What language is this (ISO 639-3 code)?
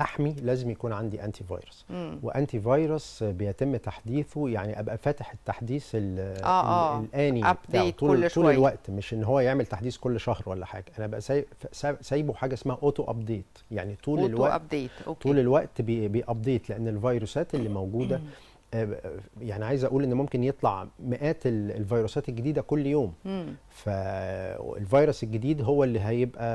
arz